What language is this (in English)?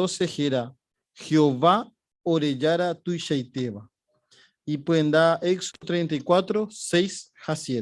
Guarani